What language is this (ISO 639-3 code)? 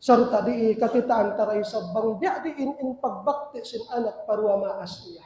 tsg